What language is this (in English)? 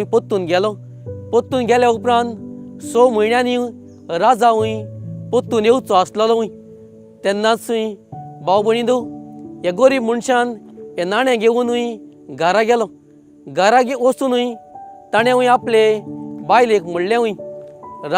Konkani